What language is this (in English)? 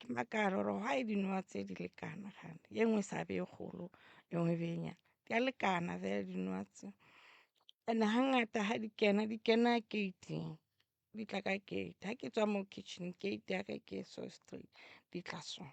Northern Sotho